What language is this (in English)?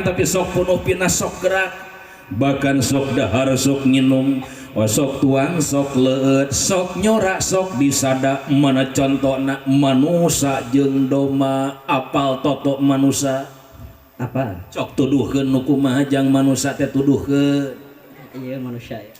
Sundanese